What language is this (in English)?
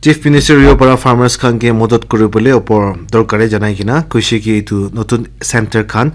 Naga Pidgin